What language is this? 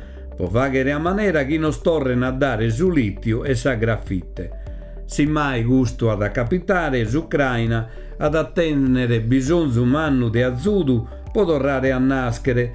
Sardinian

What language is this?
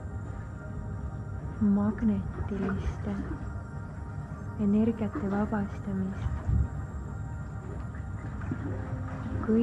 Estonian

